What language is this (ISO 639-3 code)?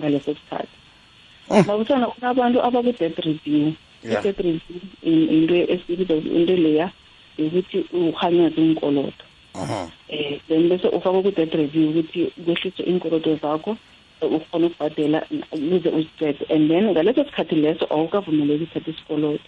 nbl